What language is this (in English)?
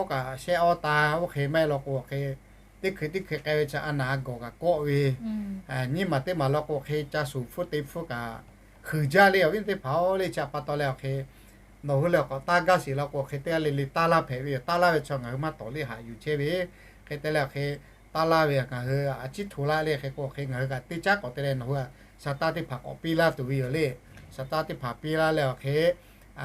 Lahu